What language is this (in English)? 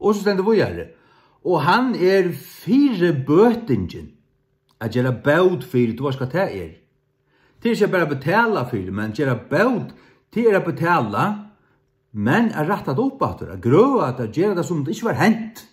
Faroese